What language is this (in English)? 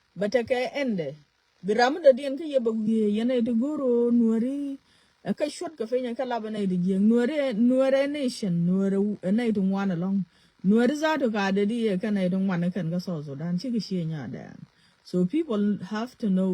Nuer